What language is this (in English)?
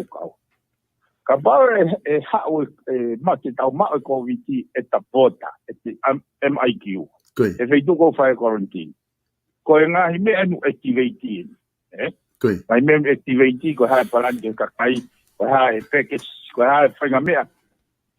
Tongan